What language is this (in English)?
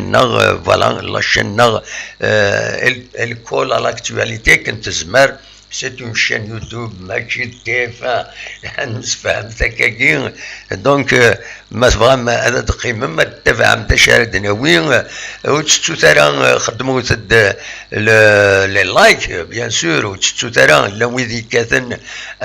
Kabyle